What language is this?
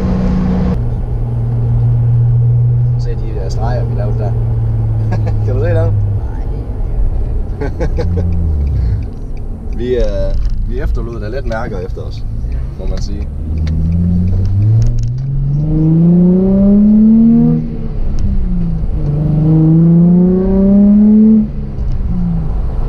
Danish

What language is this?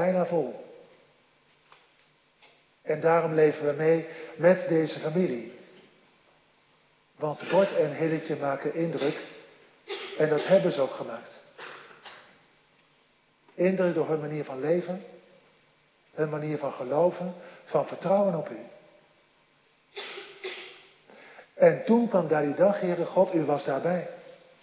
Dutch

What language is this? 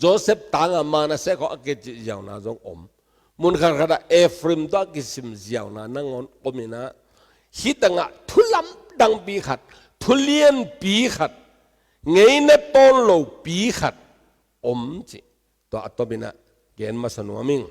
Tedim Chin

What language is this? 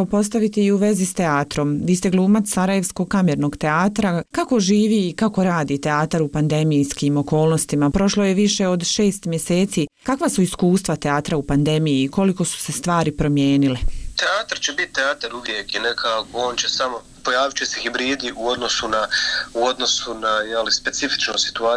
Bosnian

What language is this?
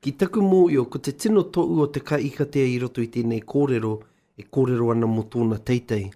Māori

